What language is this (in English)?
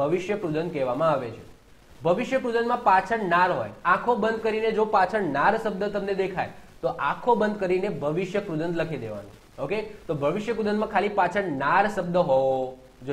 Gujarati